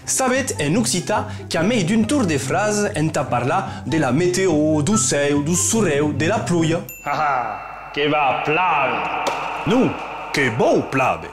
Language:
Occitan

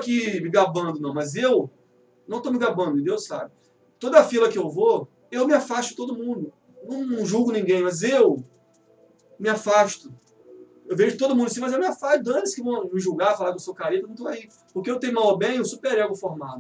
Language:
Portuguese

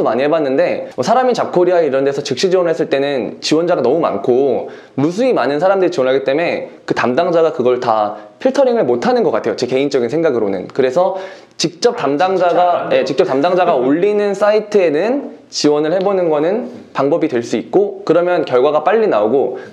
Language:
Korean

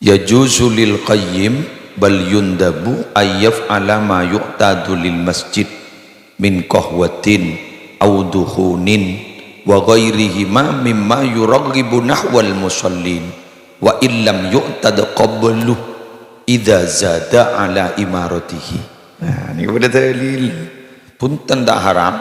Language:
Madurese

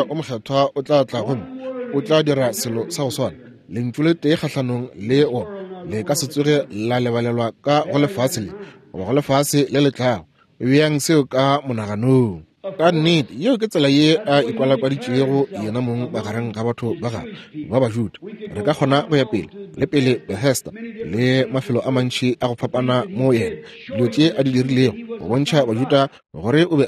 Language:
Northern Sotho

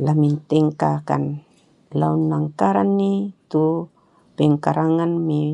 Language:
Toraja-Sa'dan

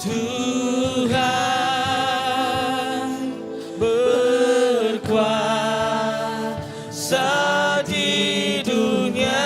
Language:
Iban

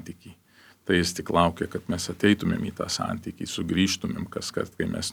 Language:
Lithuanian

